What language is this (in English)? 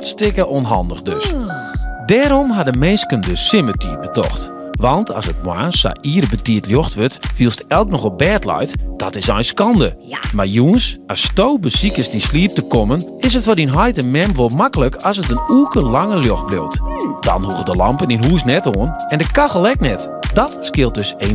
Western Frisian